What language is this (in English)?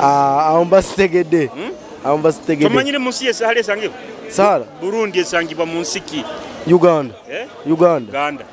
Nyoro